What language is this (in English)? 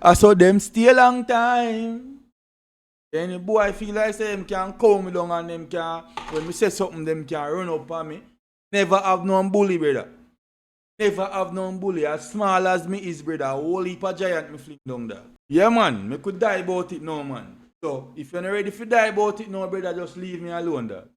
Jamaican Creole English